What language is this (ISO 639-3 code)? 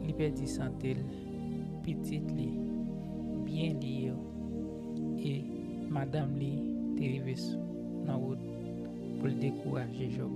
hat